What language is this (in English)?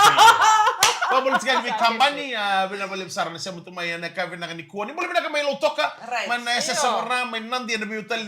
Fijian